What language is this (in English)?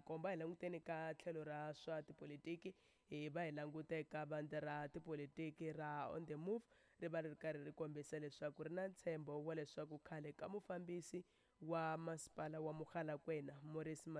Tsonga